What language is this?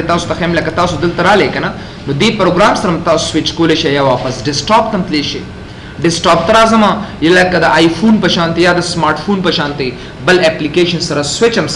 Pashto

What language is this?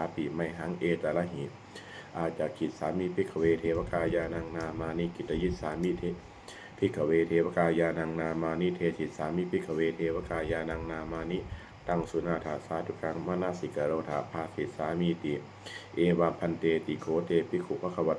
Pali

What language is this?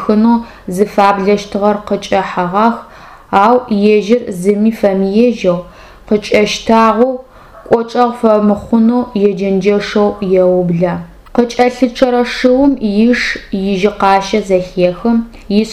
Adyghe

